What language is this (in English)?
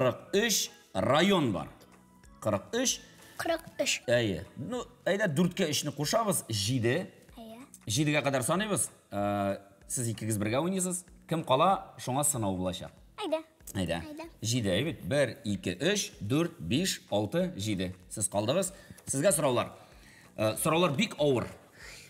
Tatar